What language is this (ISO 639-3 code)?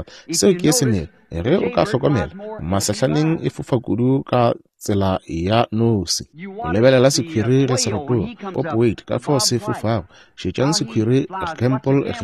nso